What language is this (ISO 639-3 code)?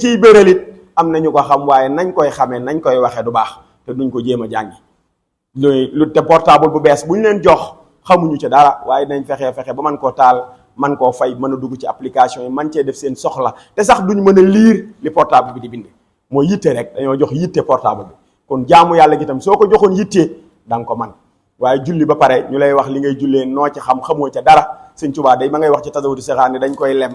wol